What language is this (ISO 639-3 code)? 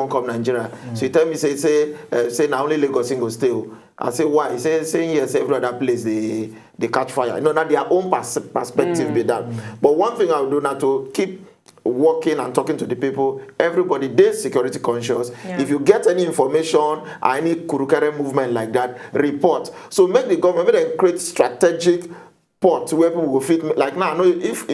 pcm